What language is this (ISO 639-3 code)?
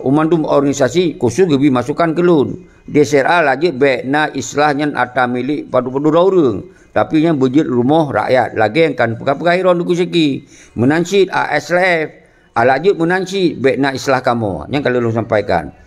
ace